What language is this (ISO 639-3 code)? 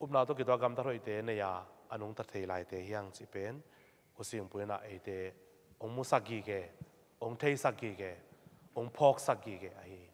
ctd